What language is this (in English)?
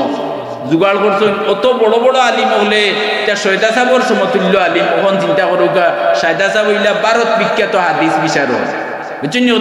Sylheti